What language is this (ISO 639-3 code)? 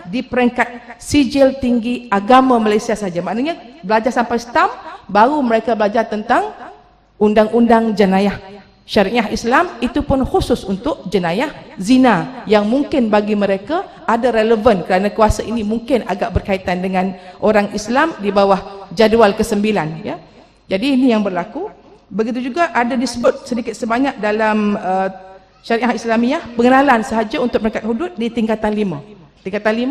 msa